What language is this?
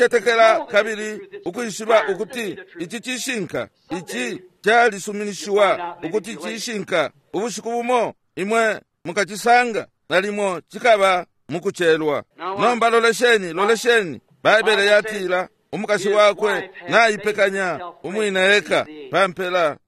Bemba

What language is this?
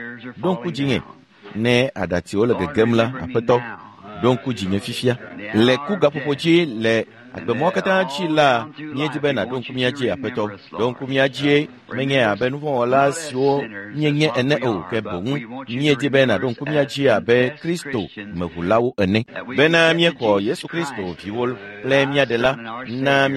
Ewe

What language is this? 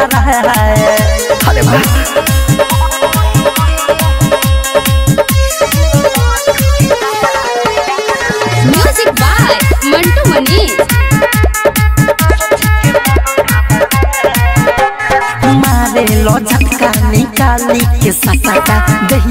Bhojpuri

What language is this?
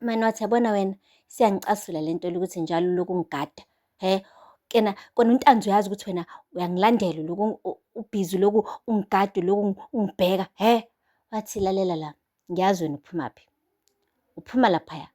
Zulu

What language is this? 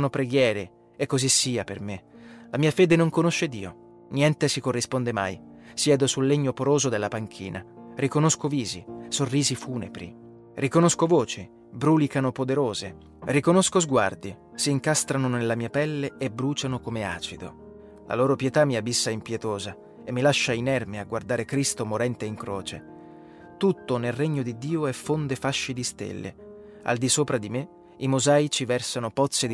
Italian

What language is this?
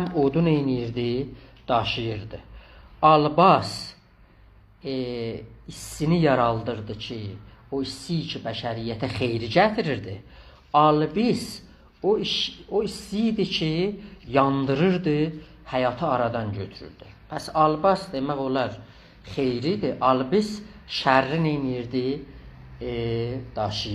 South Azerbaijani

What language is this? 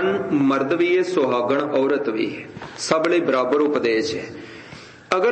Punjabi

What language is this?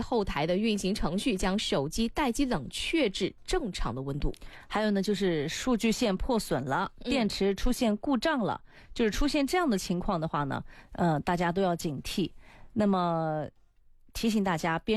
Chinese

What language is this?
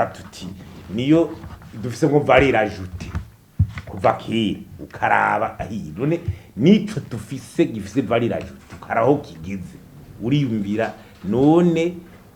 Rundi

